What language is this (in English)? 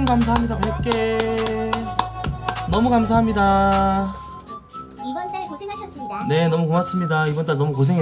Korean